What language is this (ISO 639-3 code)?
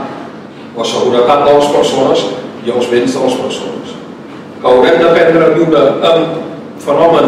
cat